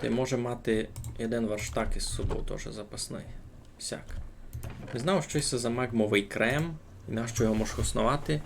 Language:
Rusyn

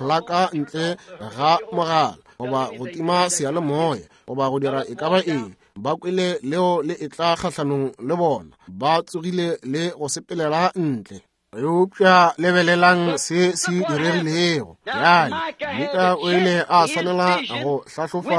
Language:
Northern Sotho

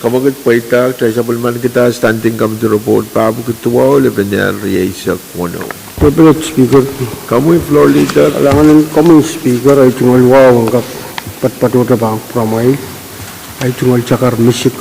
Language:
Pohnpeian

